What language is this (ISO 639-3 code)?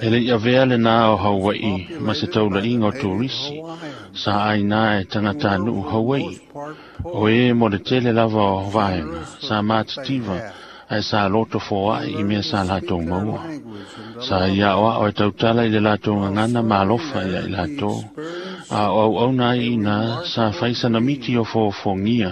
smo